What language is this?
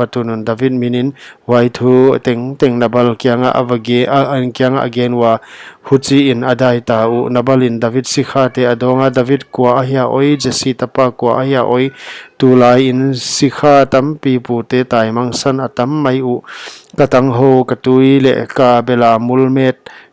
Paite Chin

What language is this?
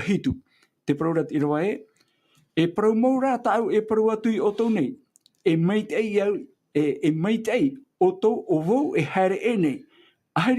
Tahitian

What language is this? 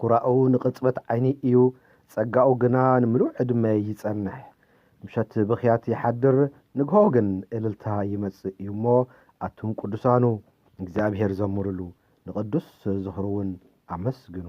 Tigrinya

